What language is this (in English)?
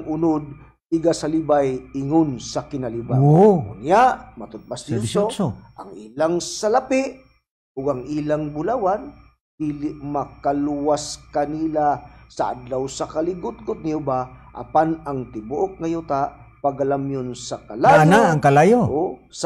Cebuano